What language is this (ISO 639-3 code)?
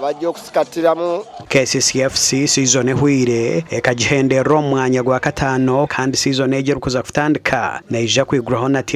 nyn